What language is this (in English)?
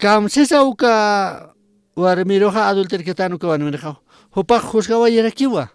Aymara